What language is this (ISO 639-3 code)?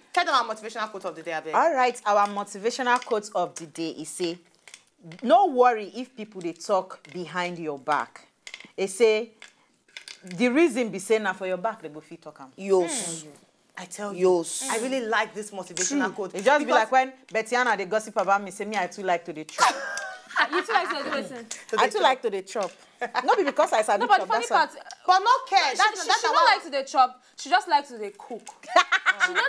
pcm